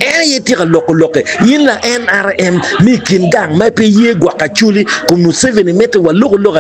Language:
Acoli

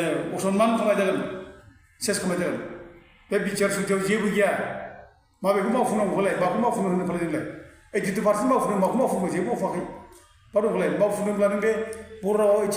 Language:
Bodo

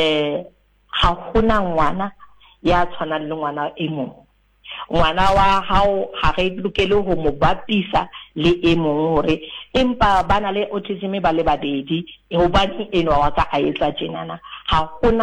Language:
Southern Sotho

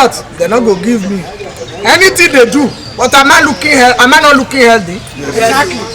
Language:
Nigerian Pidgin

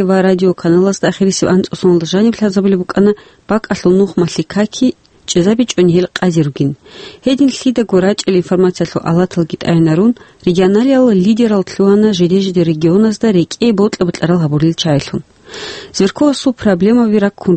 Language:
Avaric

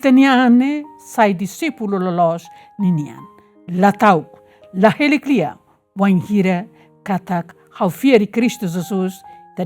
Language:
Tetum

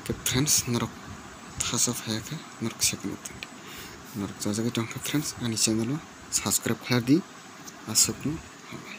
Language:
Kok Borok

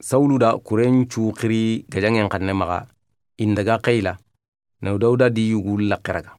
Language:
Soninke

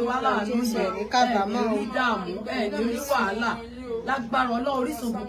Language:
Yoruba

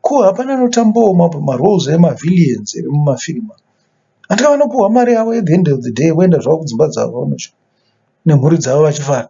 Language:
Shona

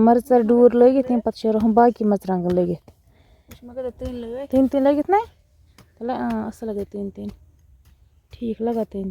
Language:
Kashmiri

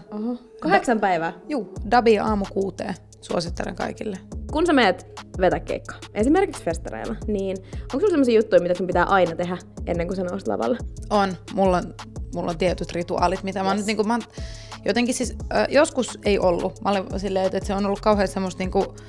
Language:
Finnish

